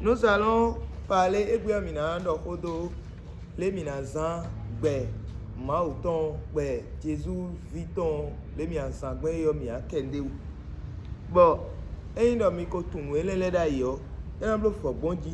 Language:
Fon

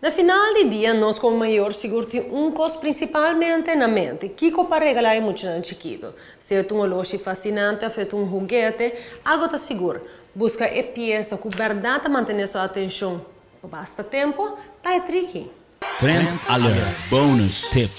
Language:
Papiamento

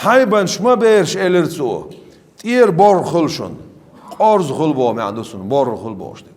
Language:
Chechen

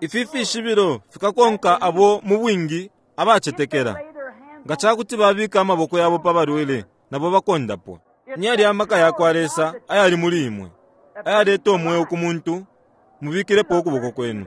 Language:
Bemba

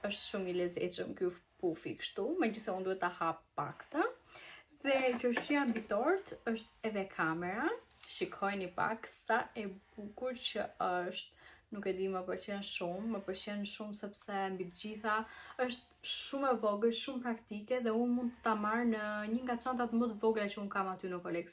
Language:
Albanian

